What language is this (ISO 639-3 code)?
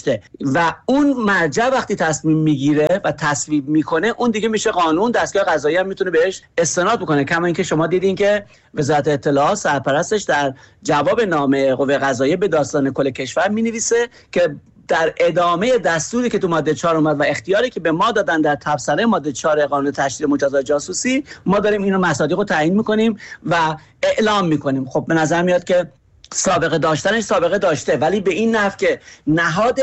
fas